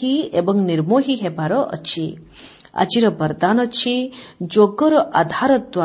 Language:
Odia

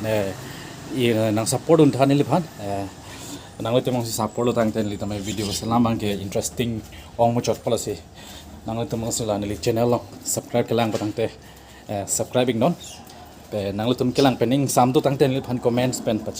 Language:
Karbi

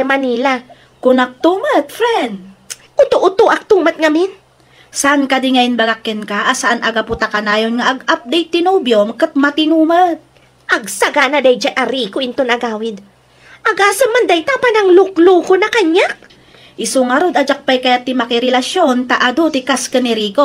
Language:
Iloko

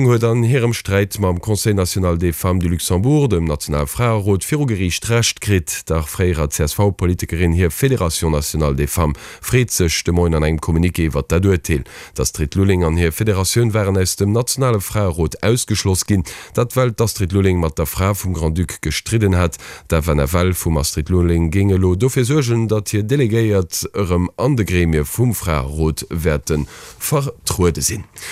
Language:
Luxembourgish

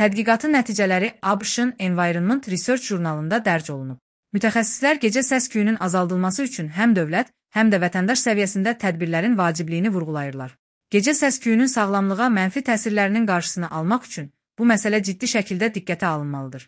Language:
Azerbaijani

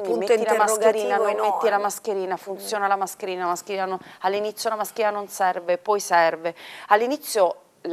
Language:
Italian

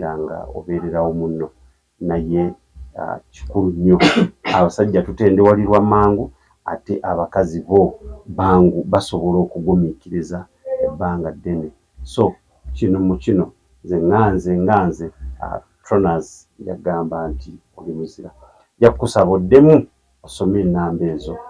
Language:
Ganda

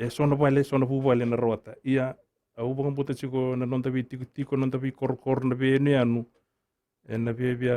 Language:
Fijian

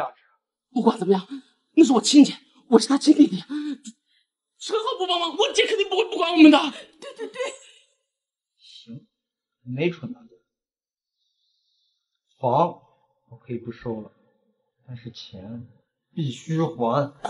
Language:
Chinese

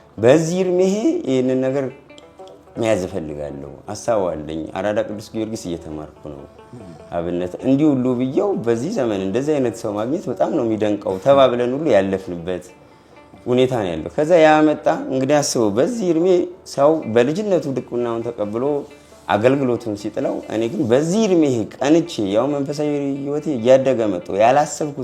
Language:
Amharic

